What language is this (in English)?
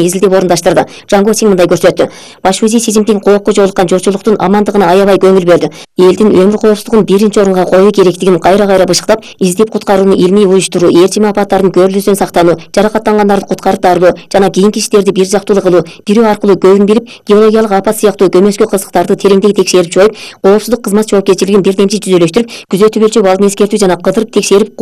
Kyrgyz